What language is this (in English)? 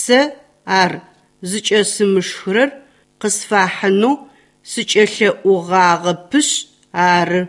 Adyghe